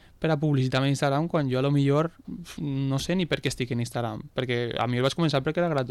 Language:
Catalan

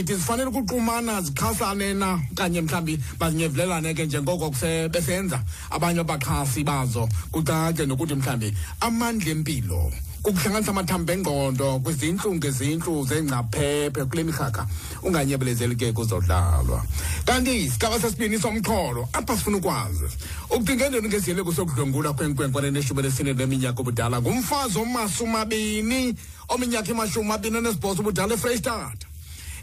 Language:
Xhosa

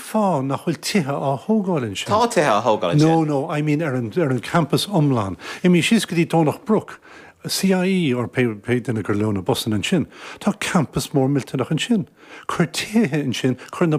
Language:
Irish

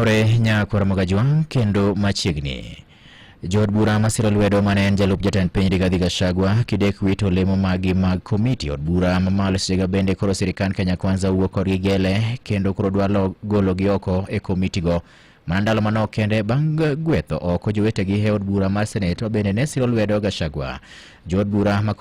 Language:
Luo (Kenya and Tanzania)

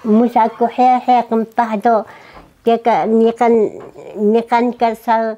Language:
Taroko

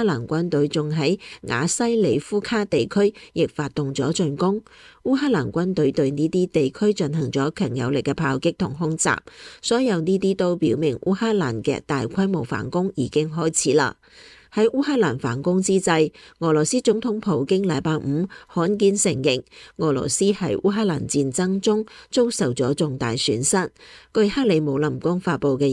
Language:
Cantonese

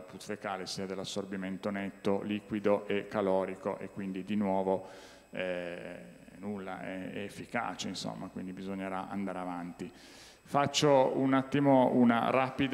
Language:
Italian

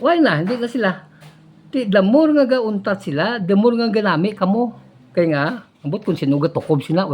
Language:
Hiligaynon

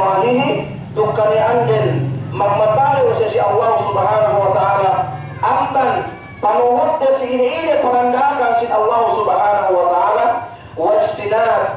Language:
Yakan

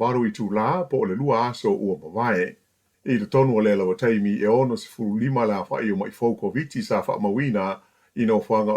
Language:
Samoan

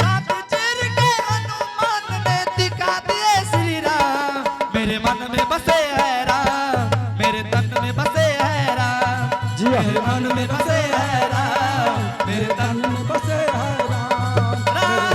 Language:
Angika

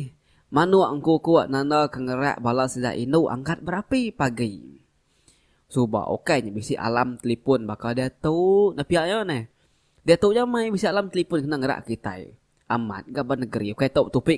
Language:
Iban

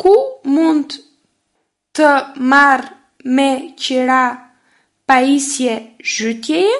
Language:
Albanian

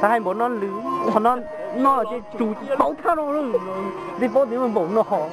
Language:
Hmong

